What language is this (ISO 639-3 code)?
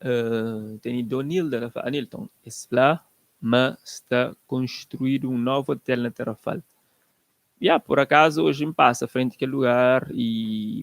kea